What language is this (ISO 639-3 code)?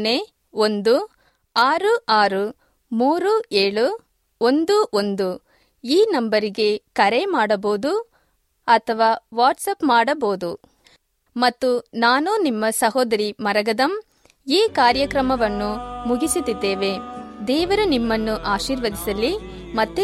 kan